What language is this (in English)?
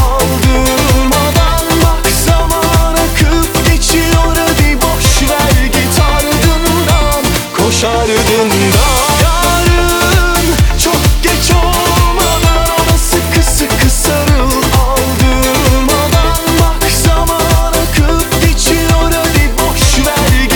Turkish